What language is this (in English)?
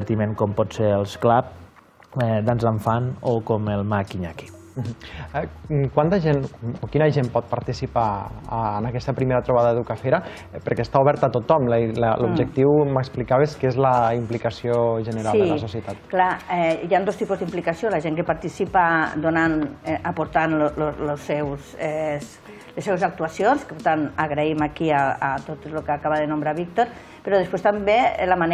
Catalan